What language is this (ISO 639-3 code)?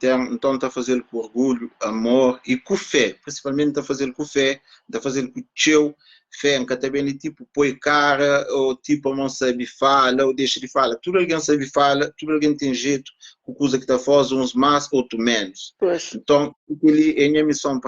kea